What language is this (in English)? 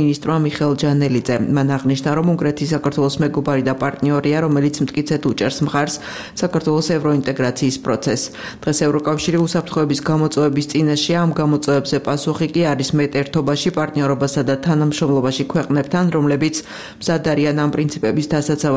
Georgian